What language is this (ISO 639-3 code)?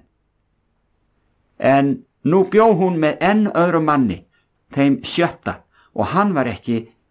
isl